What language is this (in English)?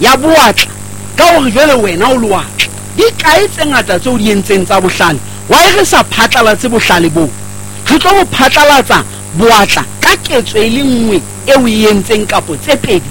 Southern Sotho